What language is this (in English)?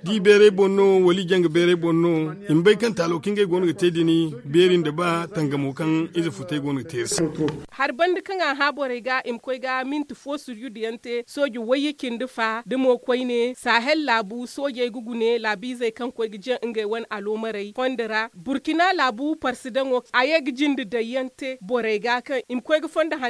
Zarma